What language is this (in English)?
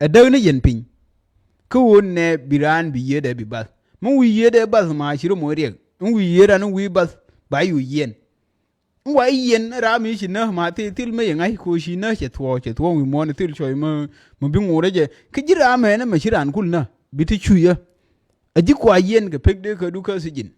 Nuer